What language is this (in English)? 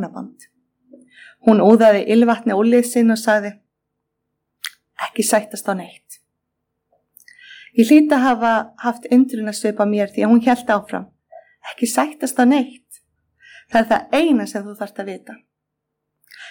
Icelandic